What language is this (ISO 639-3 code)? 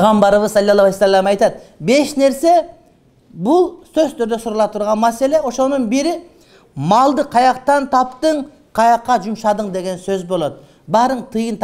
kir